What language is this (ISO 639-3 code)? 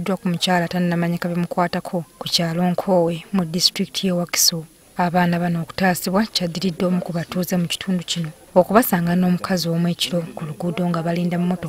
lug